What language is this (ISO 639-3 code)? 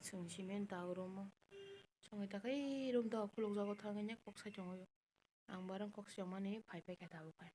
trp